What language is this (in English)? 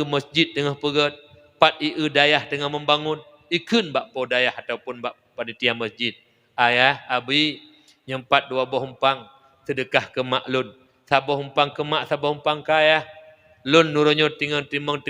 Achinese